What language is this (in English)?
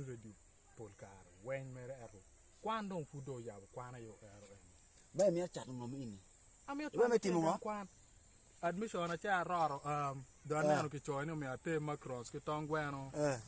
Acoli